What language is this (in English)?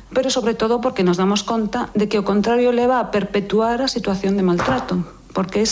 Galician